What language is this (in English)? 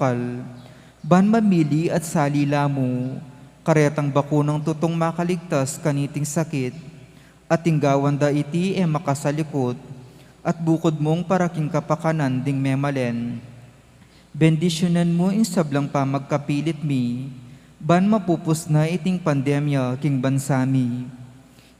Pampanga